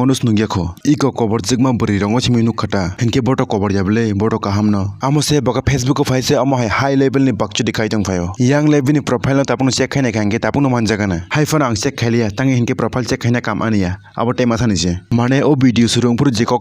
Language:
Kok Borok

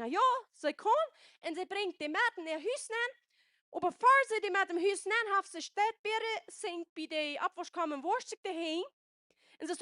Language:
Plautdietsch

